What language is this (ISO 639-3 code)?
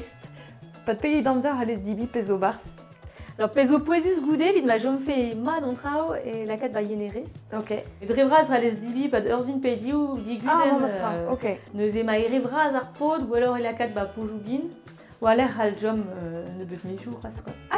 bre